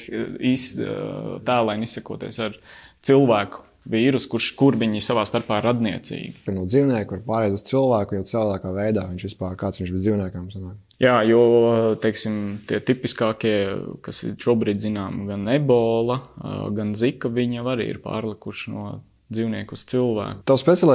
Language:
Latvian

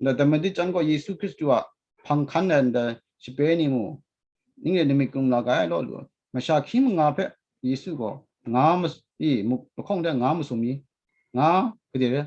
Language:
Kachin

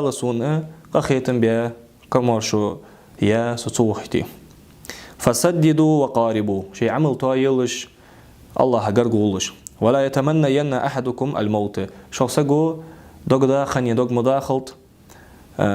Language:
Ingush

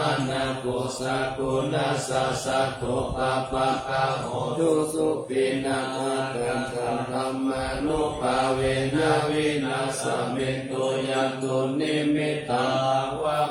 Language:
Pali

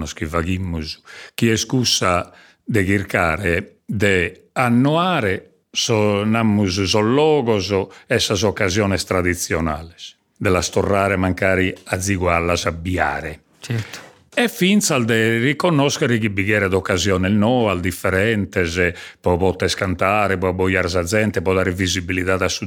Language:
Sardinian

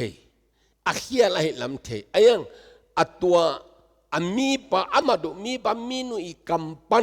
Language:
Tedim Chin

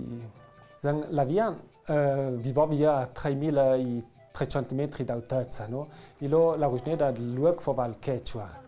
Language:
Ladin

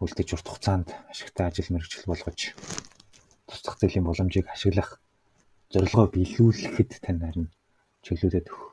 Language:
Mongolian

